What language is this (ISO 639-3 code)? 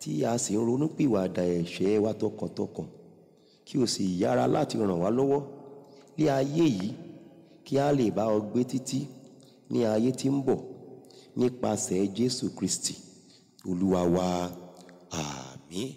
yor